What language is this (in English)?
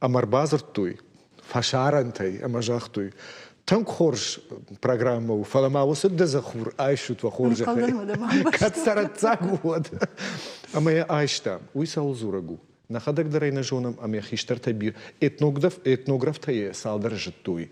Ossetic